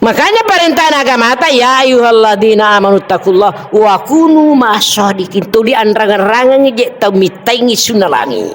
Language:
Buginese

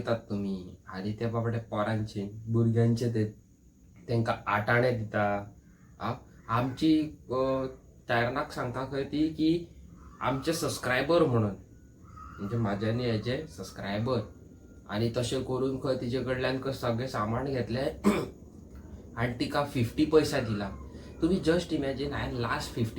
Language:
Konkani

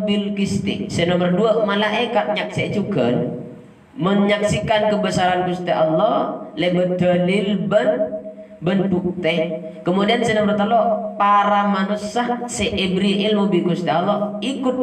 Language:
Madurese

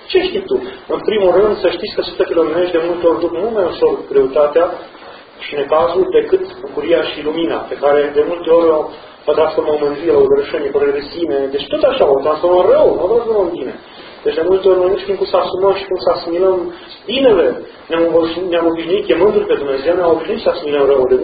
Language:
Romanian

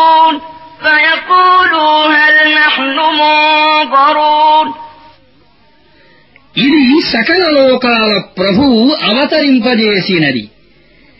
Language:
Telugu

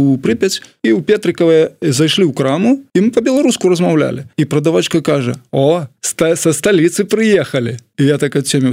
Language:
Belarusian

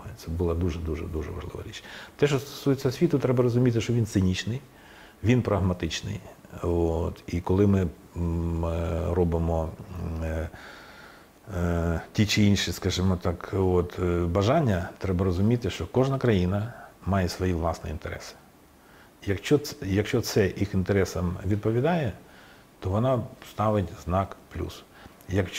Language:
Ukrainian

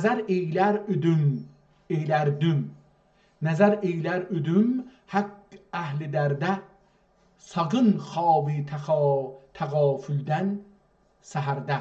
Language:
South Azerbaijani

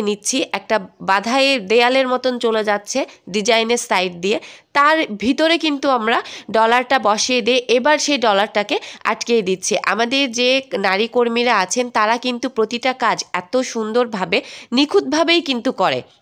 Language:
Bangla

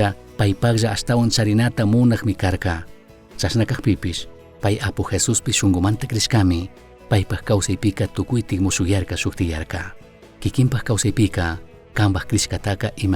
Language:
Chimborazo Highland Quichua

